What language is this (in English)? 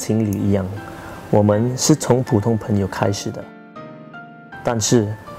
Chinese